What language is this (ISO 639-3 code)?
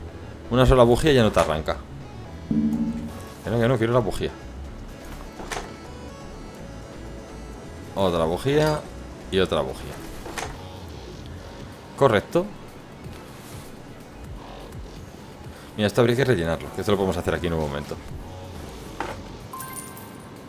spa